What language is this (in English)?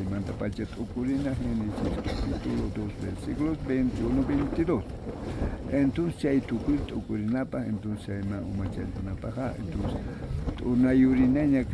South Bolivian Quechua